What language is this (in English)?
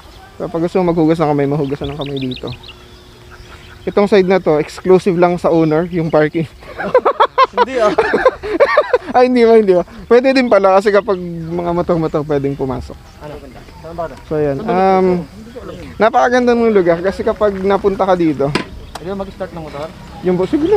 Filipino